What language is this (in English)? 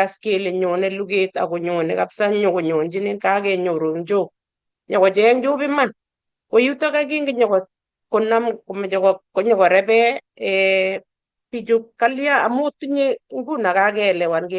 Kalenjin